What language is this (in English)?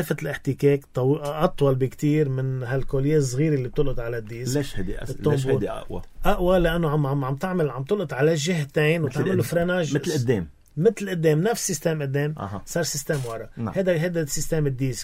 North Levantine Arabic